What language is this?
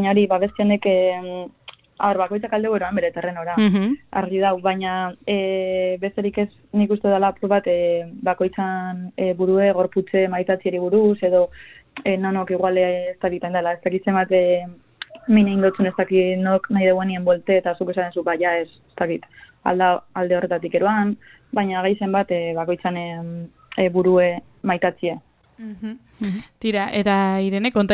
Basque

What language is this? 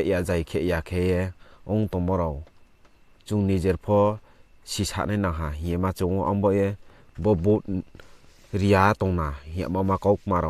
Riang (India)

